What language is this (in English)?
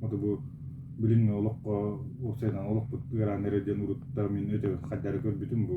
Yakut